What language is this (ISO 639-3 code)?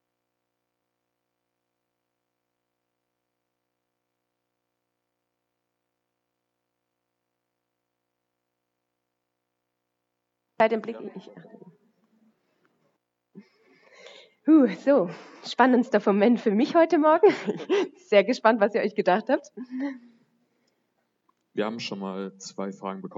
deu